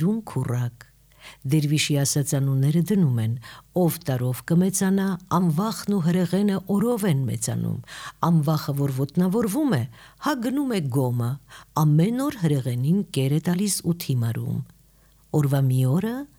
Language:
Armenian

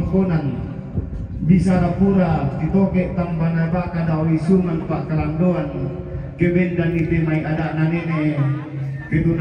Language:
Toraja-Sa'dan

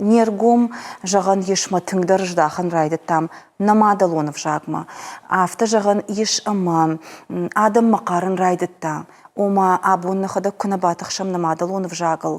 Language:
Ossetic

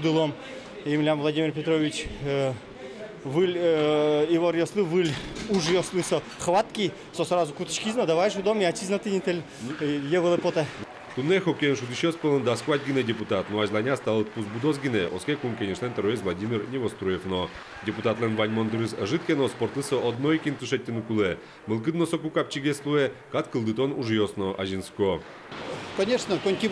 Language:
Udmurt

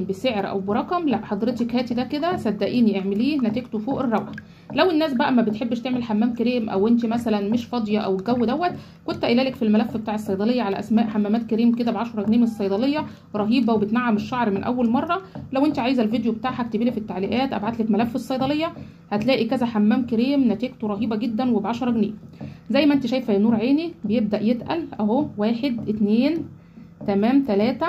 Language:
Egyptian Arabic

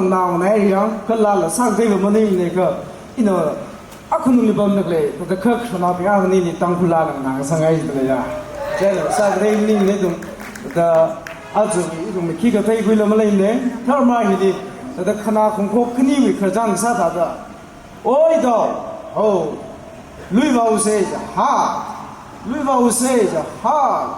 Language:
Tangkhul Naga (India)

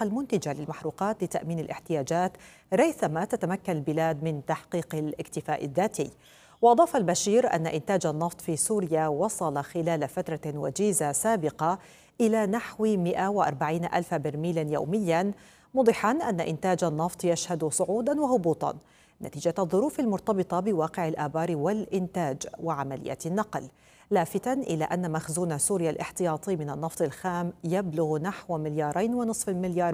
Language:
Arabic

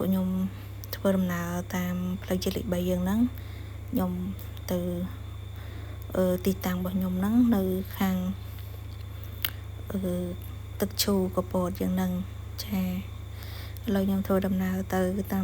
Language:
Khmer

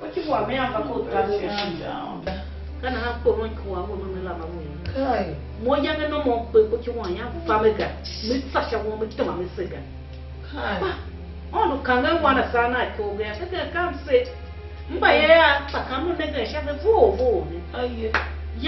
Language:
Tiv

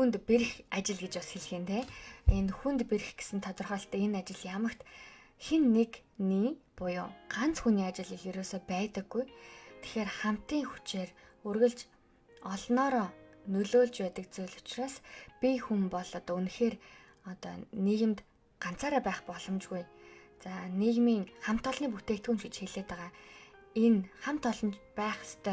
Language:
Mongolian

